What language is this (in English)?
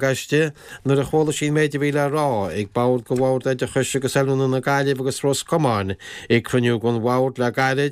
Irish